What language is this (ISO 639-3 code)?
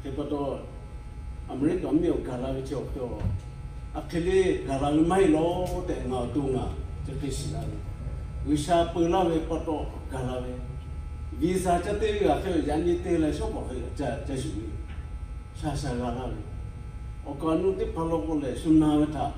lhu